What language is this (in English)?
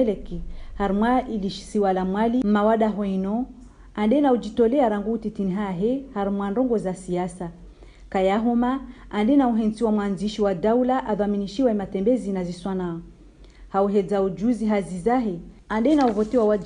Ngazidja Comorian